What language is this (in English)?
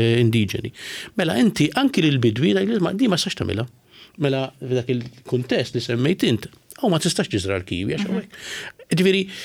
Maltese